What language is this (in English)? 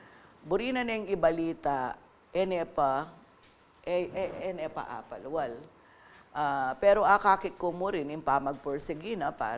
Pampanga